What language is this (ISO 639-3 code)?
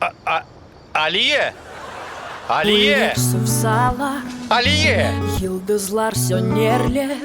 crh